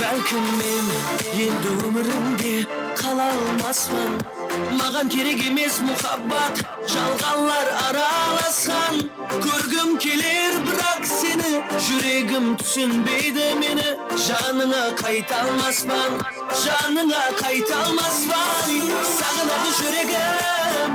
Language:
Kara-Kalpak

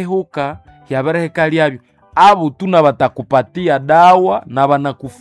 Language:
Nande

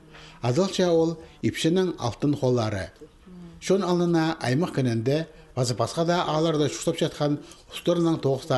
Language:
Khakas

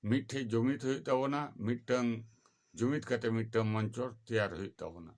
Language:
Santali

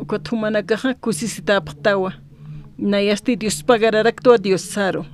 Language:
Aymara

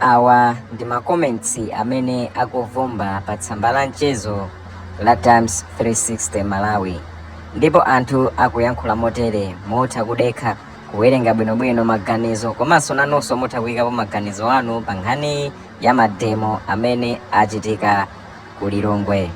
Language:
Nyanja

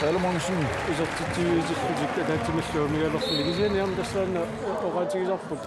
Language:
Kalaallisut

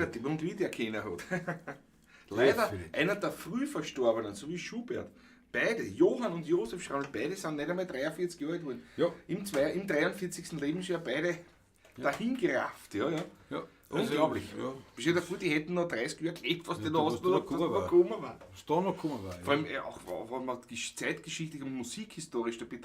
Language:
Bavarian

